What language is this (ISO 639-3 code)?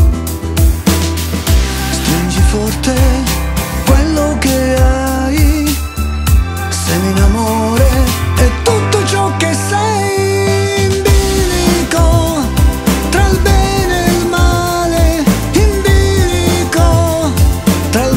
ita